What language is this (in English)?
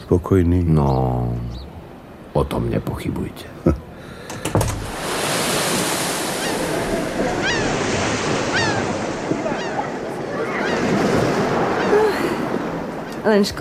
Slovak